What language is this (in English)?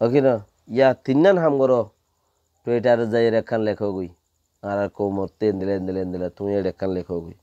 Rohingya